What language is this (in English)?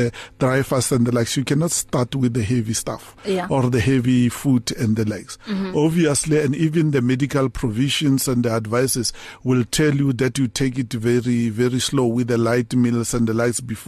English